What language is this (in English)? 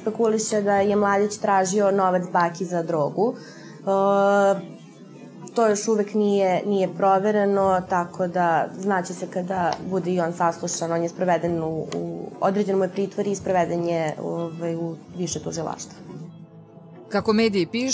Serbian